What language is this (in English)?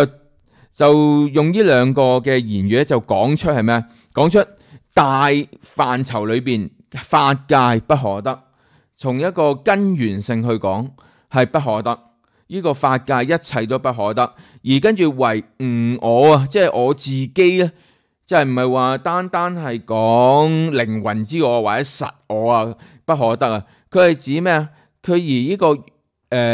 Cantonese